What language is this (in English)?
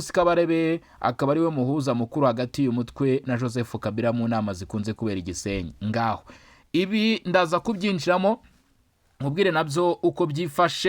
Kinyarwanda